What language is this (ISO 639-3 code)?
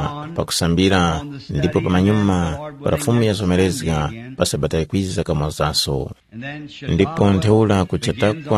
tum